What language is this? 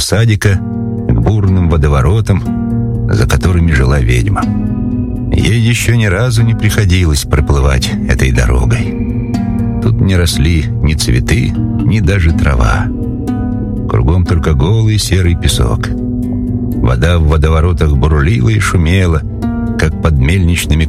Russian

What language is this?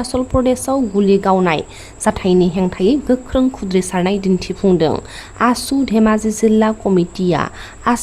Bodo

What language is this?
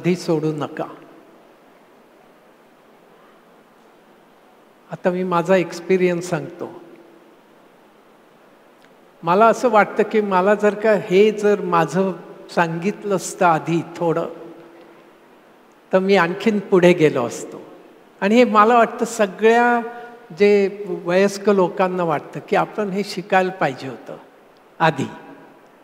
Marathi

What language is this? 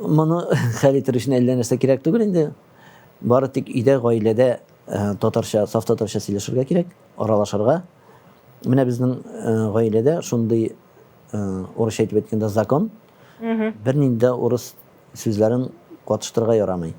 Tatar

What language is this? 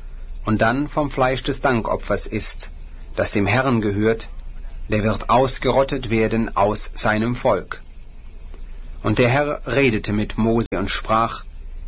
German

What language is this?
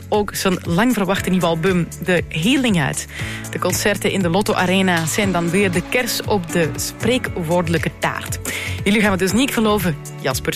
Dutch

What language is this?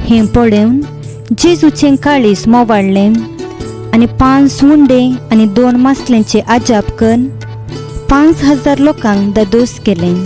Konkani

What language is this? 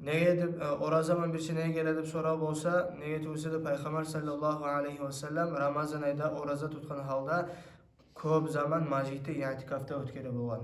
Kumyk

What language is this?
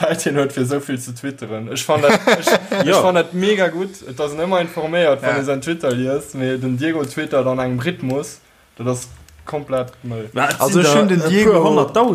Luxembourgish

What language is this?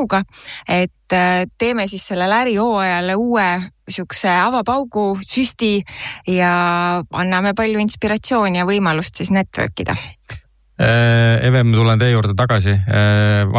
Estonian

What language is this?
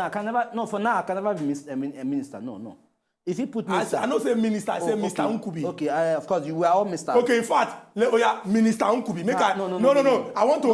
Nigerian Pidgin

